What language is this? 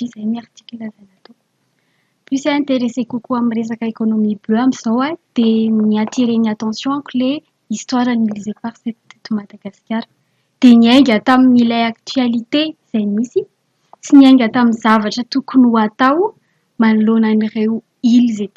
Malagasy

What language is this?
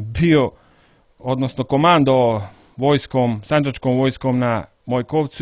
Serbian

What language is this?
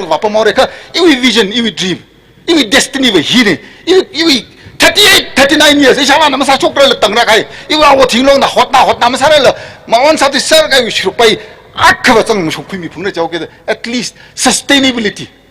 Tangkhul Naga (India)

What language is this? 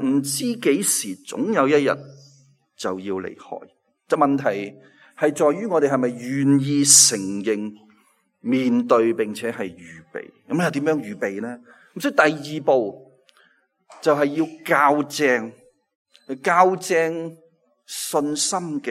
Cantonese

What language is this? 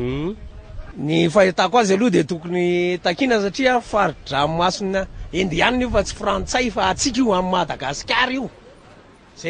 Malagasy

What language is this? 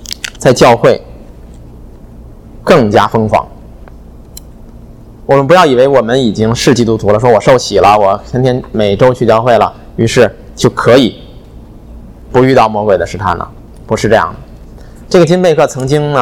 Chinese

